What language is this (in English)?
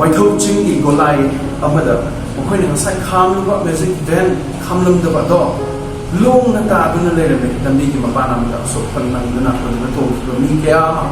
Manipuri